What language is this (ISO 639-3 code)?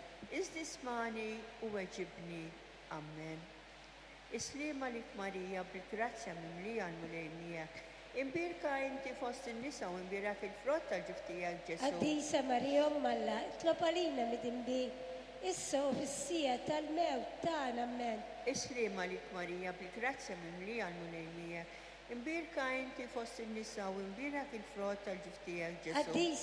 mlt